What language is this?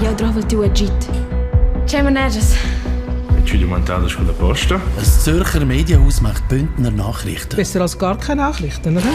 Romansh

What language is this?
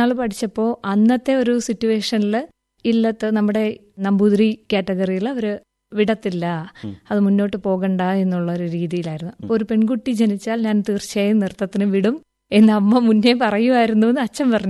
Malayalam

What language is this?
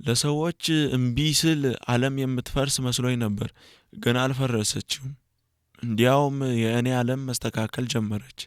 Amharic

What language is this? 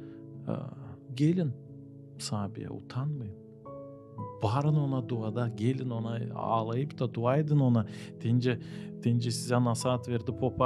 Gagauz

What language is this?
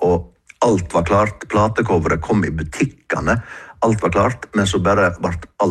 Norwegian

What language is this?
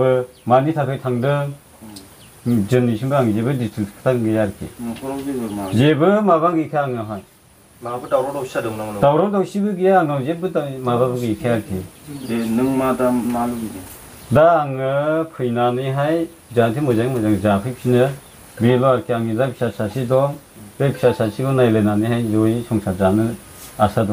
Bodo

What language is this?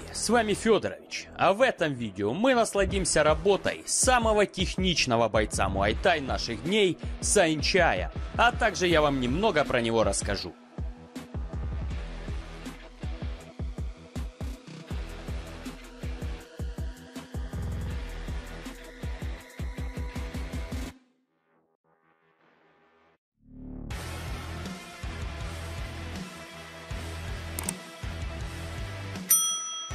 Russian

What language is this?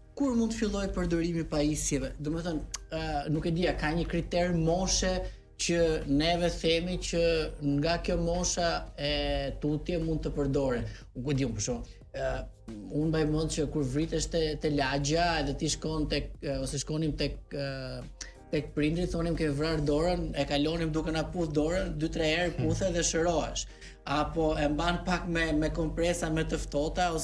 Albanian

